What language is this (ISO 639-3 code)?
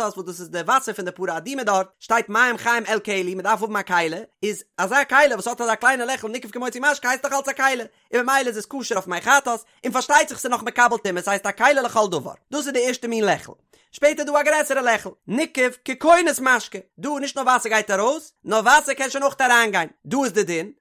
yid